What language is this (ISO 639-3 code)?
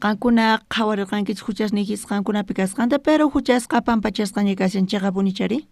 quh